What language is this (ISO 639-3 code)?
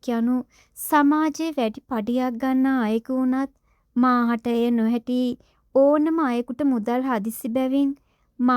sin